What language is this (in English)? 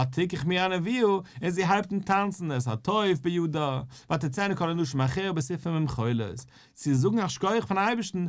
Yiddish